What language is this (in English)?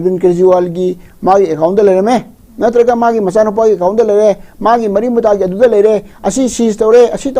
Manipuri